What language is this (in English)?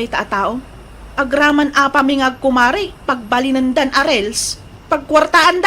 Iloko